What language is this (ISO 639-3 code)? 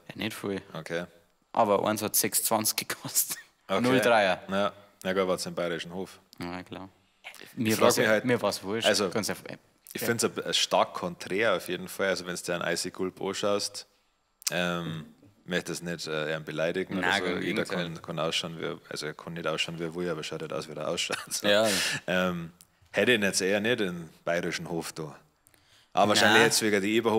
bar